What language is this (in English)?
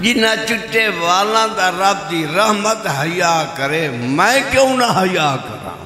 Saraiki